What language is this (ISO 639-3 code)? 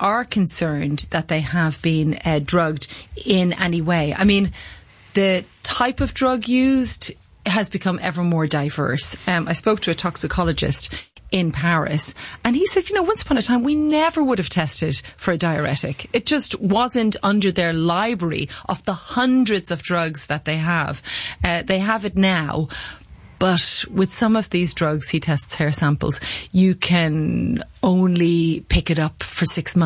eng